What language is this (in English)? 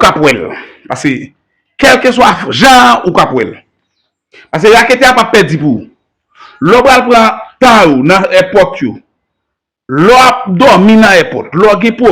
Haitian Creole